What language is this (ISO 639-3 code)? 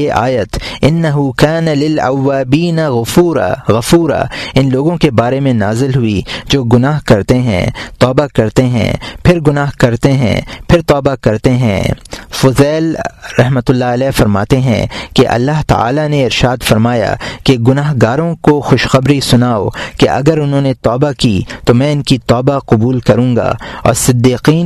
urd